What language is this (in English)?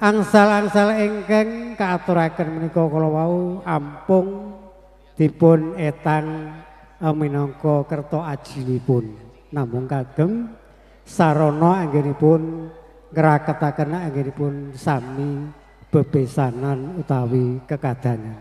Javanese